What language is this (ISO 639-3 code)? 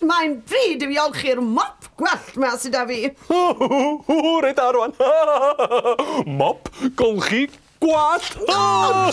cym